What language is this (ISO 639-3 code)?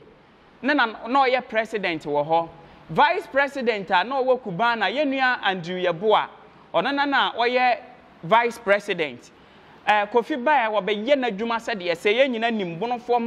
aka